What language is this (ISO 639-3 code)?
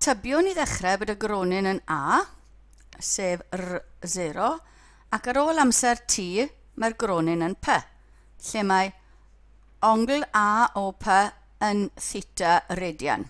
cym